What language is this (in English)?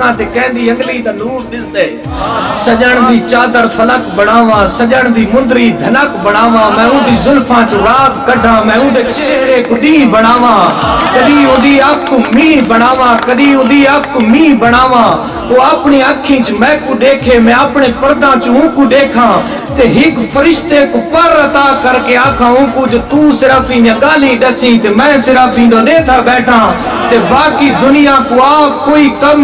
Saraiki